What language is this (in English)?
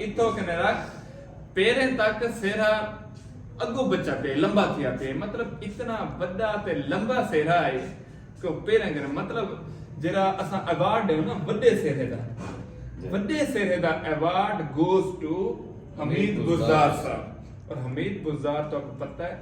Saraiki